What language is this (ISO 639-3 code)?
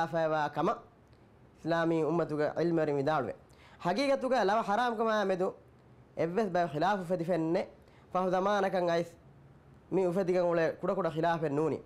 div